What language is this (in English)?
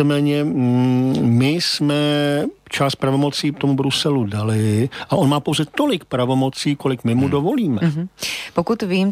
Czech